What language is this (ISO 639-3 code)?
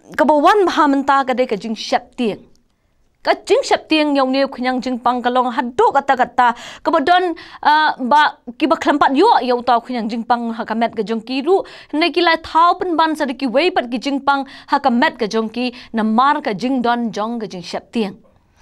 kha